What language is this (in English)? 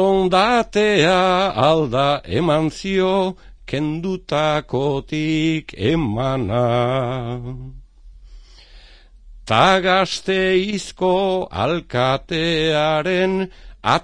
Basque